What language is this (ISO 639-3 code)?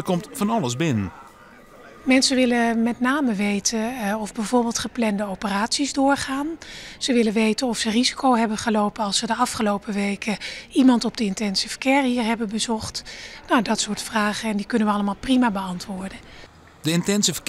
fry